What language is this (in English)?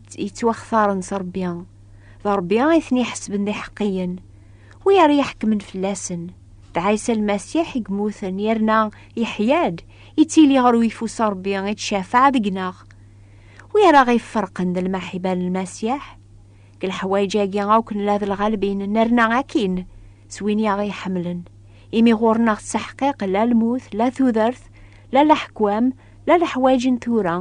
Kabyle